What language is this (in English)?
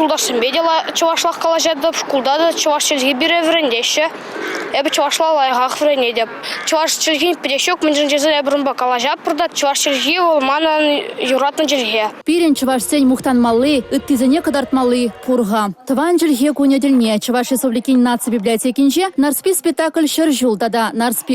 Chuvash